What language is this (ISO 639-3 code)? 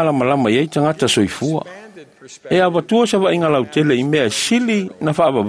smo